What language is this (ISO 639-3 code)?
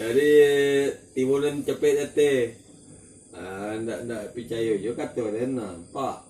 min